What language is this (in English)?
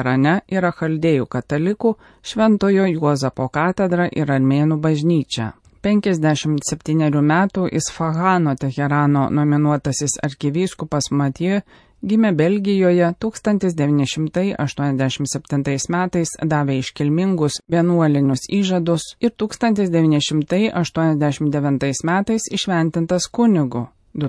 Lithuanian